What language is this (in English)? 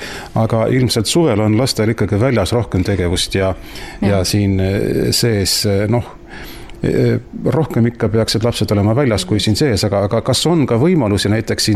Estonian